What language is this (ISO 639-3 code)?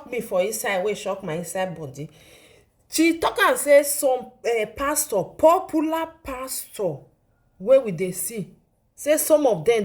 pcm